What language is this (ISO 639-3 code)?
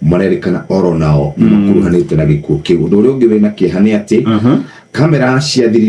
kik